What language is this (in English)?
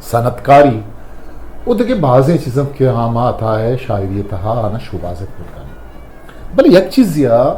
Eastern Balochi